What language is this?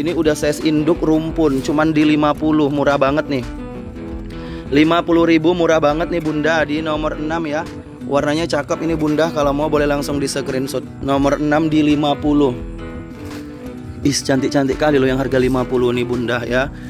Indonesian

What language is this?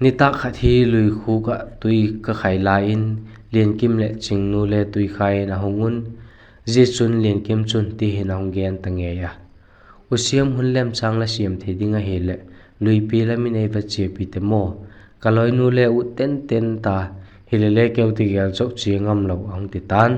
Vaiphei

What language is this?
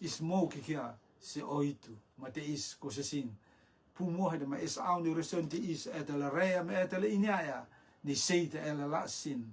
Rotuman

